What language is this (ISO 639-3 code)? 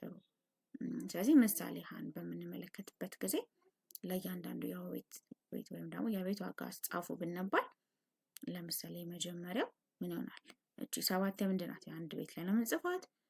amh